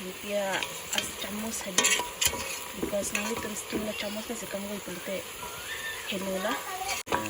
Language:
Karbi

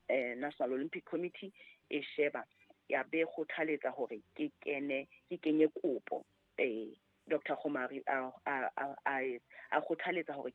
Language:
Southern Sotho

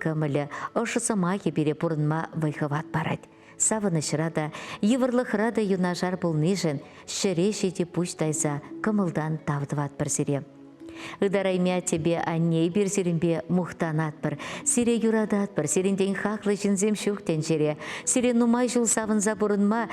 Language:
Chuvash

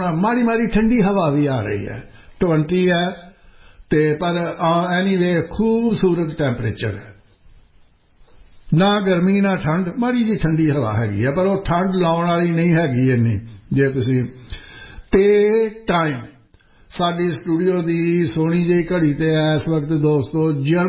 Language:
Punjabi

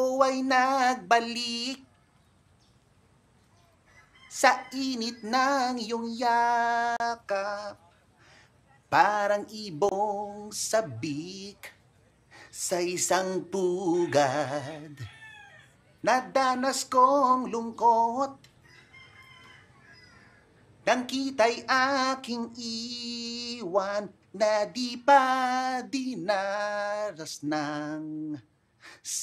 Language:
Filipino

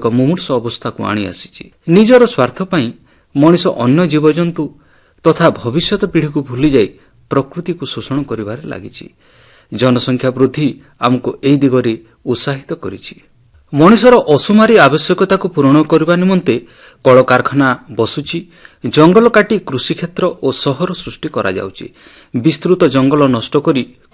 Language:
Odia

